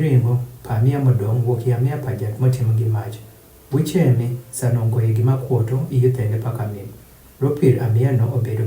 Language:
Adhola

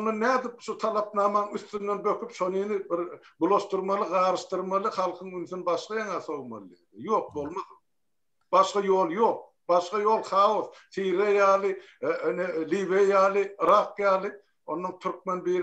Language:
Turkmen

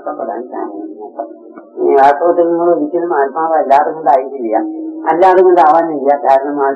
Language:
Malayalam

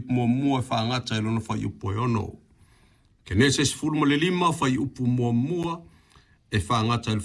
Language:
Samoan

